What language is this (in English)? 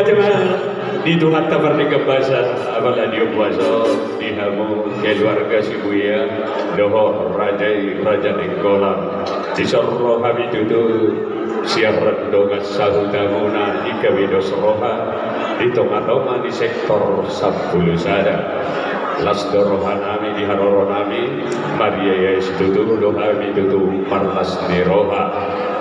Batak Toba